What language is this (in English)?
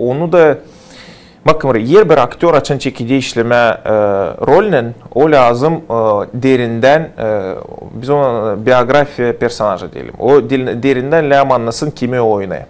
Gagauz